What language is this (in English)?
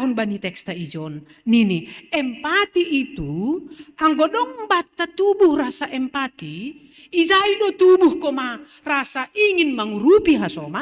Batak Simalungun